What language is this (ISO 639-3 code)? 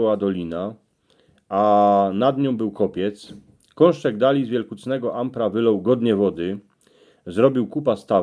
szl